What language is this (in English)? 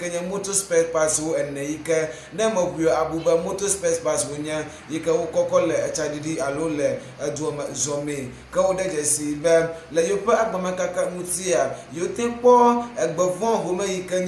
Ewe